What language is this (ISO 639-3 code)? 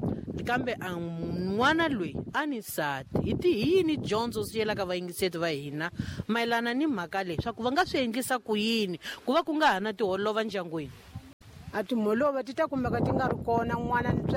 tso